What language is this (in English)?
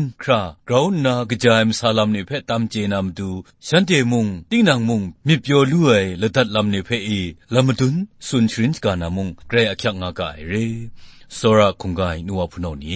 Kachin